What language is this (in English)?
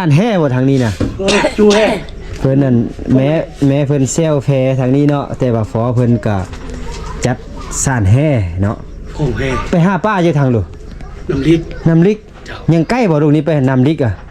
Lao